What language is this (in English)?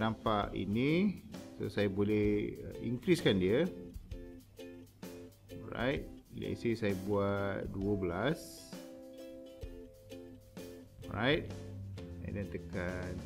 Malay